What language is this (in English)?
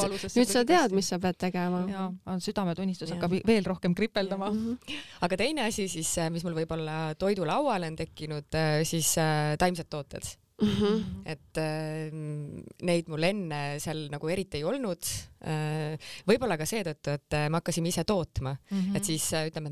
Estonian